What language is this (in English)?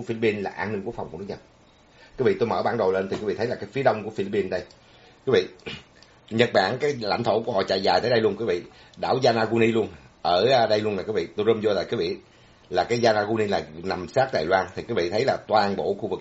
Vietnamese